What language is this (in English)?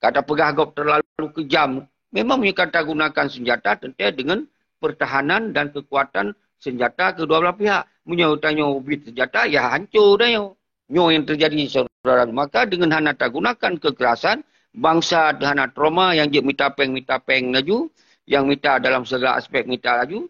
Achinese